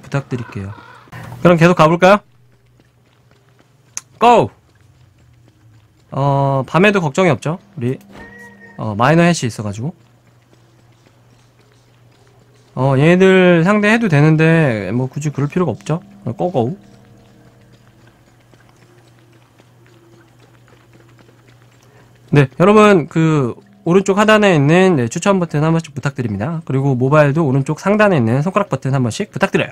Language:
Korean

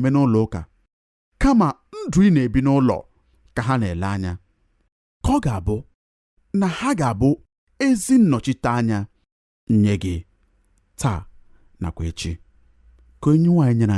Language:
Igbo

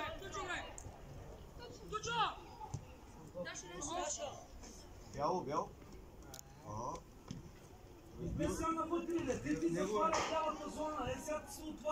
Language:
Bulgarian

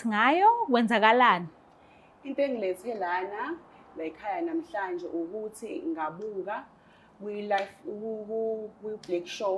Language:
Zulu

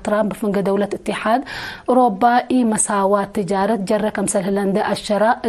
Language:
Tigre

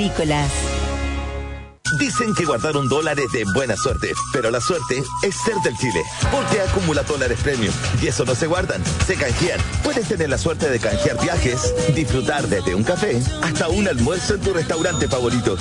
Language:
Spanish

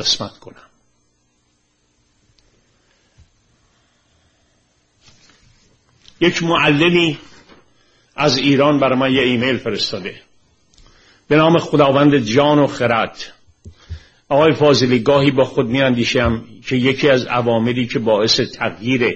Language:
Persian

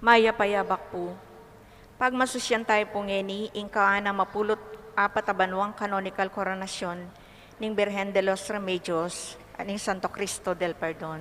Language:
Pampanga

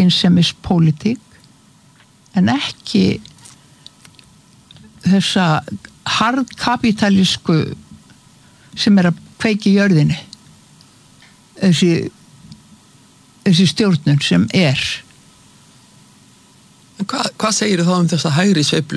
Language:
Icelandic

